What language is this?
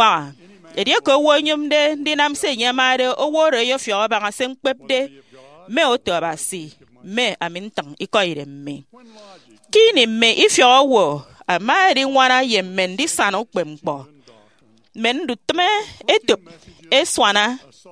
Efik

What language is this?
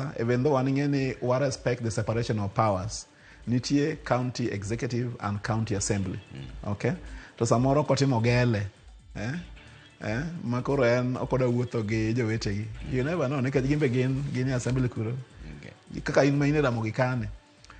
Luo (Kenya and Tanzania)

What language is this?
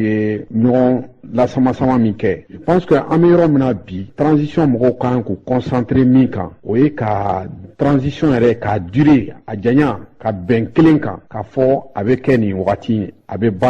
Bambara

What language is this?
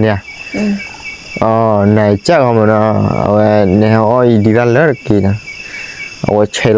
S'gaw Karen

